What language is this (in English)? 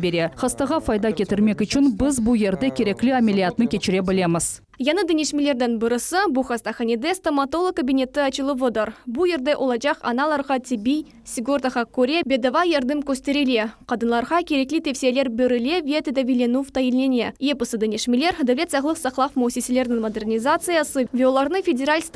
Crimean Tatar